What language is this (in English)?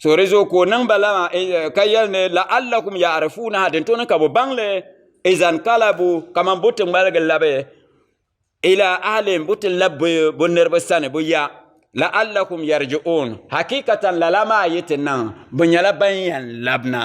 Dagbani